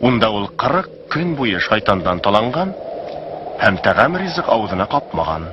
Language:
Bashkir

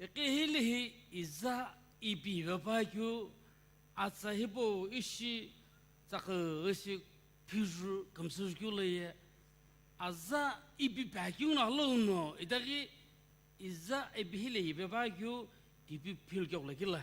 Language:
Sumi Naga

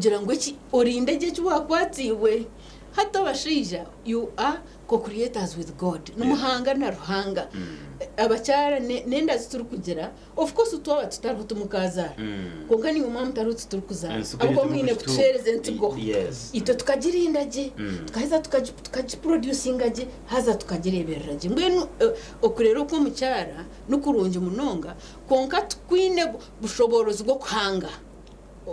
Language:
Nyankole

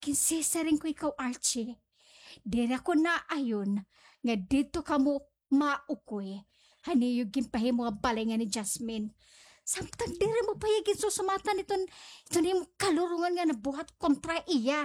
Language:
Waray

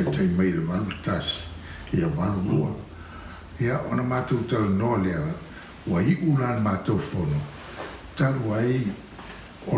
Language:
Samoan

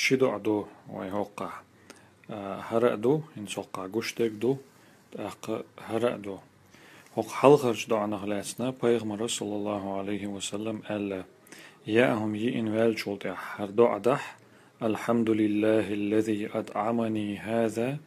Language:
Chechen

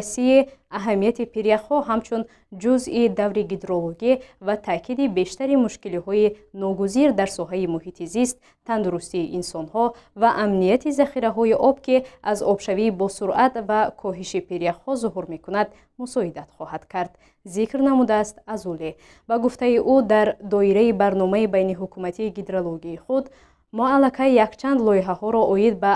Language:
Tajik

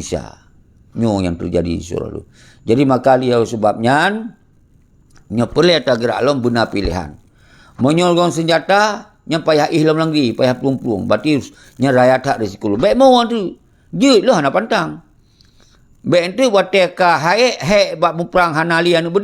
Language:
Achinese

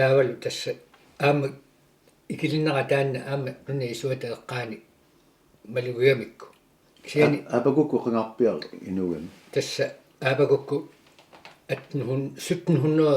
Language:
Kalaallisut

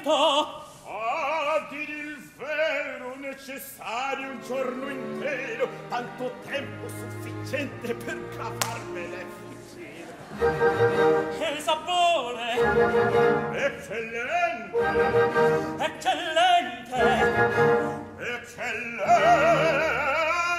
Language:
Italian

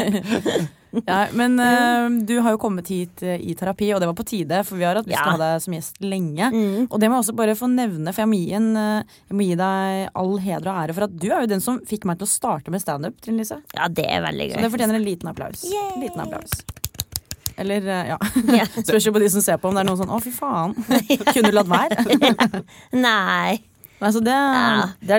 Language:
Norwegian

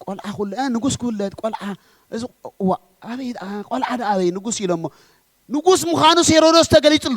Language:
Tigrinya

